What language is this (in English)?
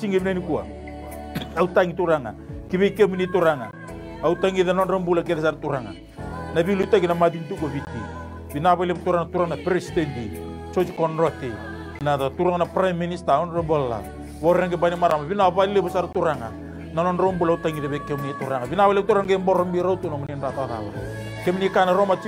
Fijian